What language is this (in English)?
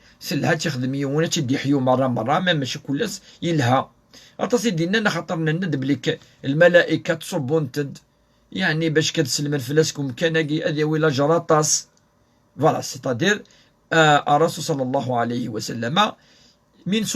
Kabyle